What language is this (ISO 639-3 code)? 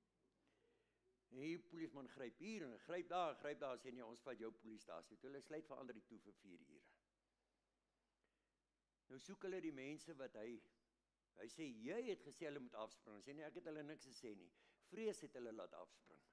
afr